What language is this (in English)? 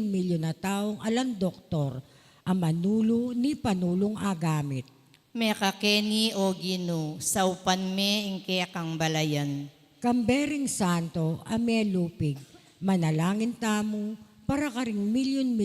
Pampanga